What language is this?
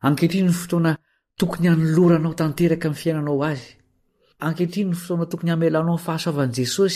Malagasy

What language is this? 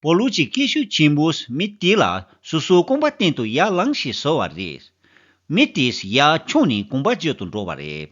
Tibetan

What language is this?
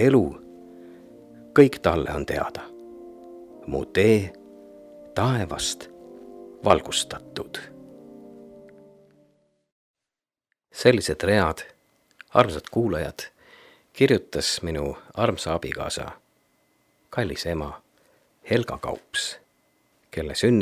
Estonian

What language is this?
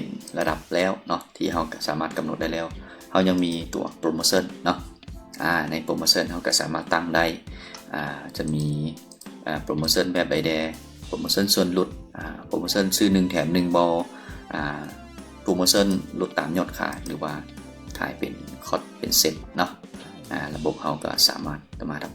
Lao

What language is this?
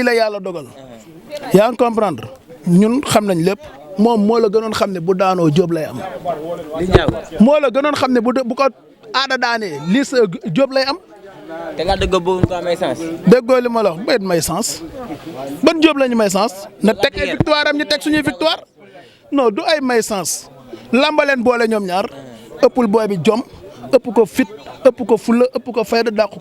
Wolof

